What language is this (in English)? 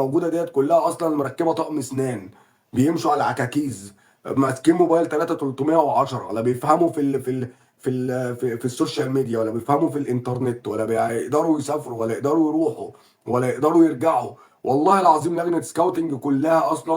Egyptian Arabic